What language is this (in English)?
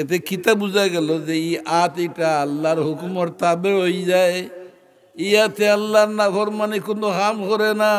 Sylheti